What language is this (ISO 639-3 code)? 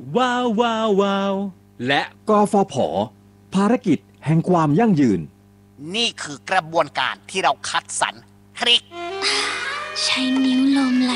tha